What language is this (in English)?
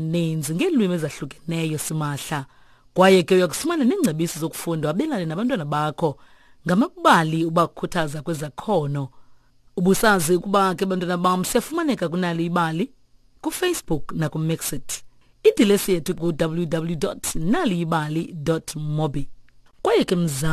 Xhosa